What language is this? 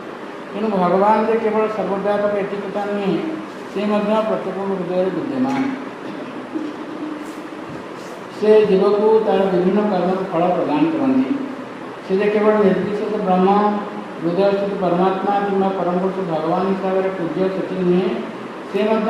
Odia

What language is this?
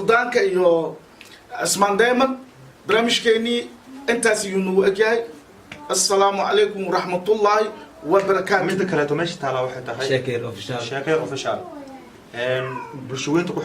Somali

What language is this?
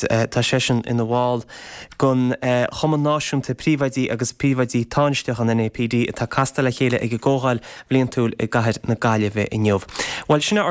Irish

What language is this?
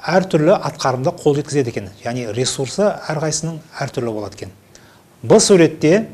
Kazakh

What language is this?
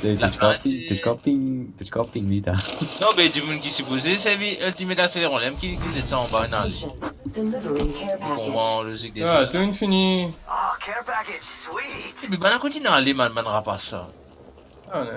Morisyen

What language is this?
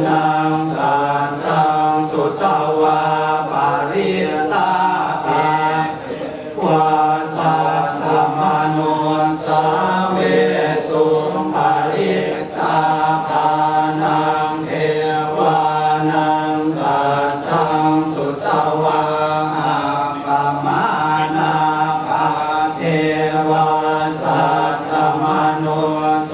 Pali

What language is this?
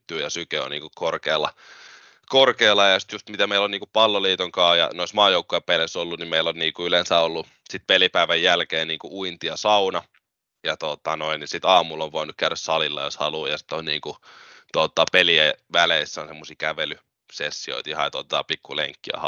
Finnish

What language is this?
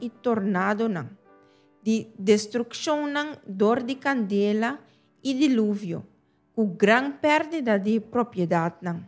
Papiamento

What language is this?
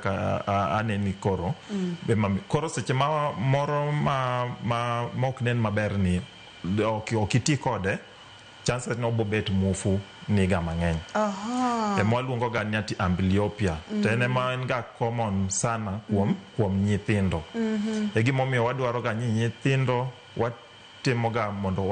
Luo (Kenya and Tanzania)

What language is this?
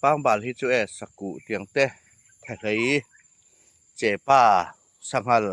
Hmar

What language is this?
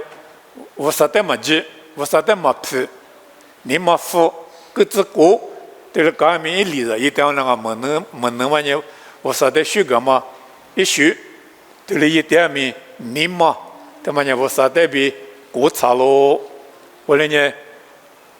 Lisu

